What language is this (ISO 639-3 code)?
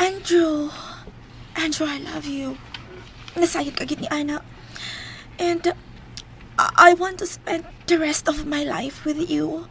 ceb